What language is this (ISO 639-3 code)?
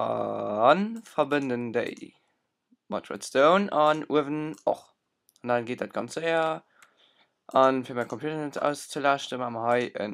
ltz